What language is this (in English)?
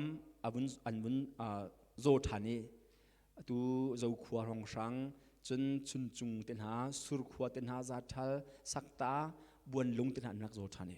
Hakha Chin